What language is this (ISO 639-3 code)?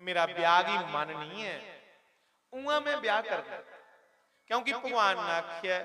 doi